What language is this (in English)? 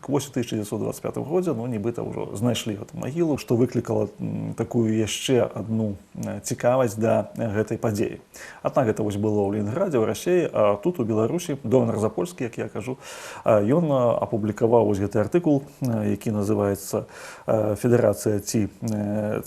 Belarusian